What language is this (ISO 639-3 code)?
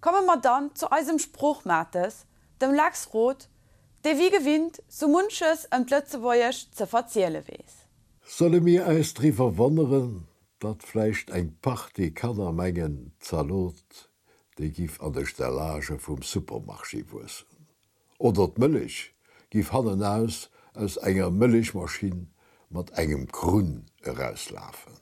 ltz